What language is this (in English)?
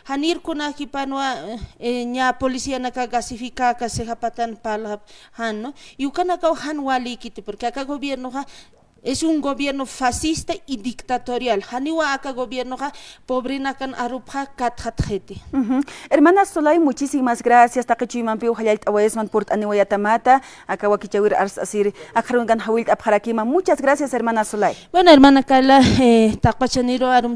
Aymara